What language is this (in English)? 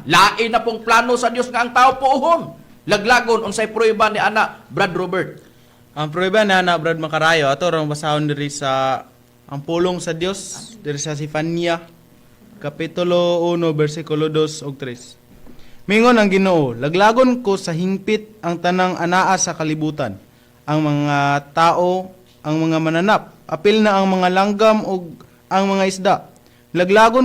Cebuano